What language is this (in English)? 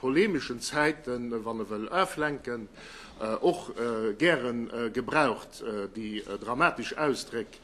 Luxembourgish